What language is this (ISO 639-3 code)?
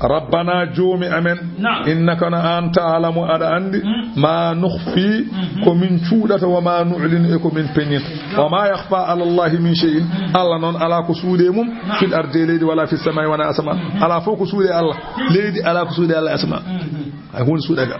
ful